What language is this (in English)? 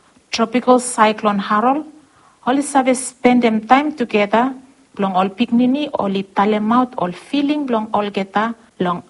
Bislama